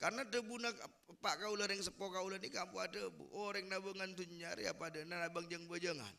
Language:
Madurese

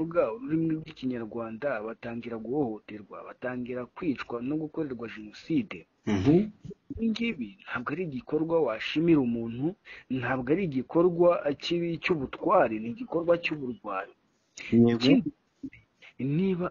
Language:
Kinyarwanda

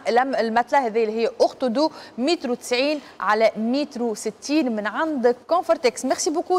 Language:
Tunisian Arabic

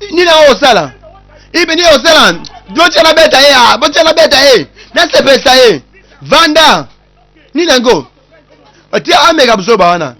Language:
Lingala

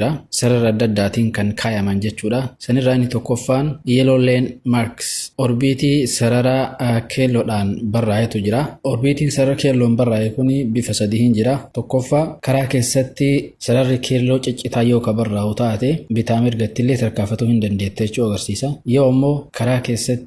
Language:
Oromo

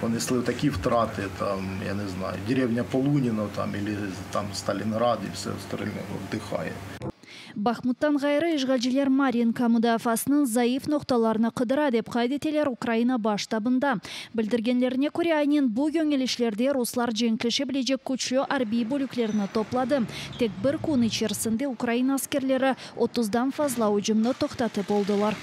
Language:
Crimean Tatar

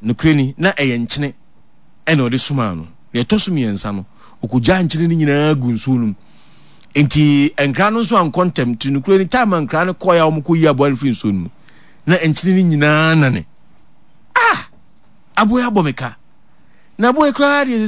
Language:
Akan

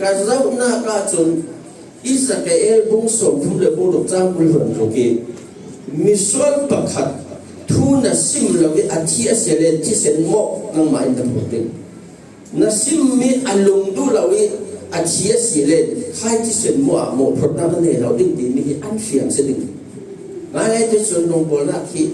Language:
Falam Chin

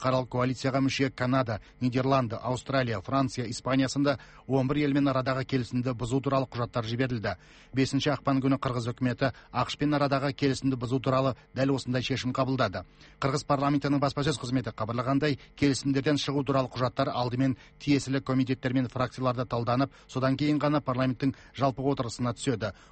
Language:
Kazakh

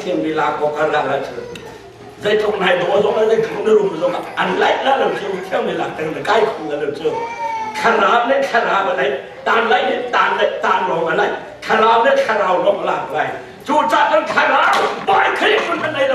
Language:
Hakha Chin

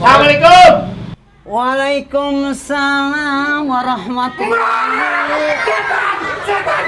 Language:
Betawi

